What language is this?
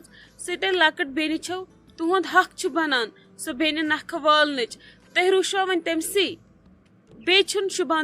Kashmiri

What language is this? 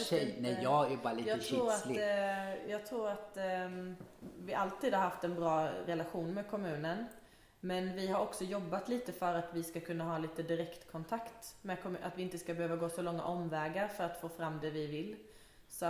Swedish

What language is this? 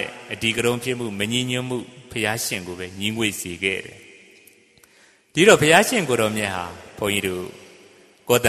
Burmese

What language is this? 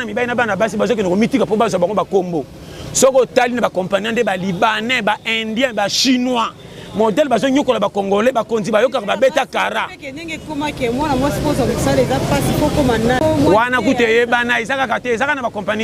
Lingala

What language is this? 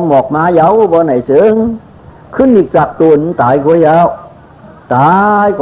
Shan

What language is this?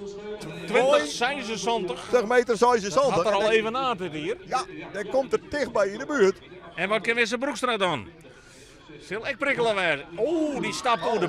Western Frisian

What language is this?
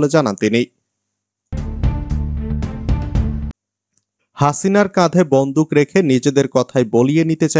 Bangla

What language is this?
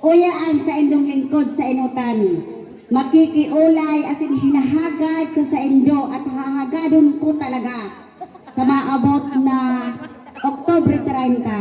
Bikol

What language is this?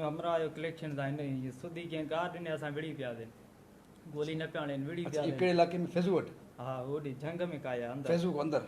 Sindhi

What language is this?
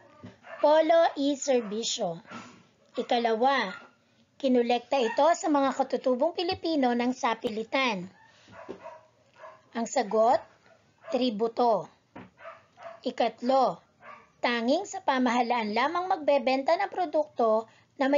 Filipino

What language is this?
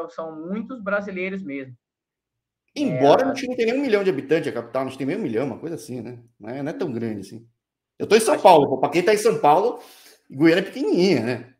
Portuguese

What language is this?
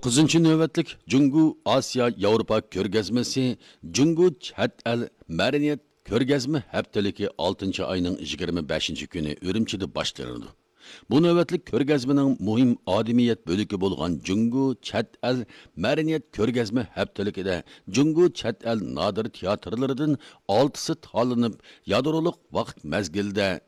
Uyghur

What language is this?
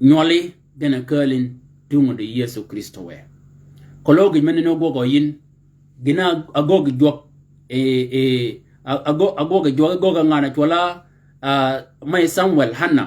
Shilluk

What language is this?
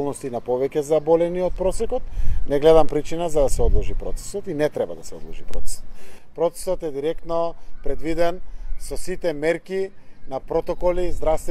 Macedonian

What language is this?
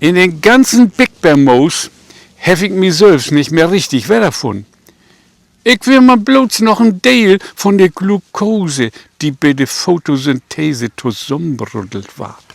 Low German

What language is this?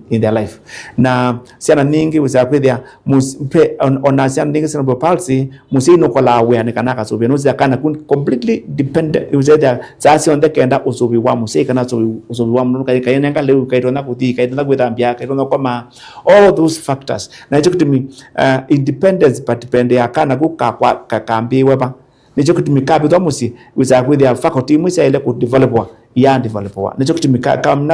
Kamba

